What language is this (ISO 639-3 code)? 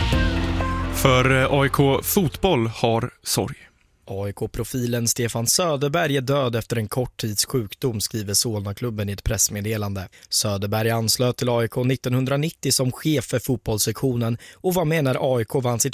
swe